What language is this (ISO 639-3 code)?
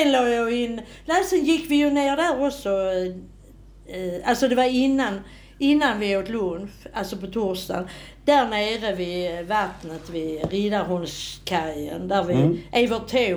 swe